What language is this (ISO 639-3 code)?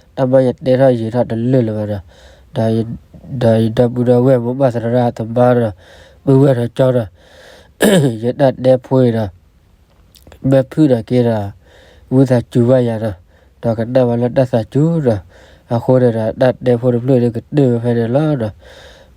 ksw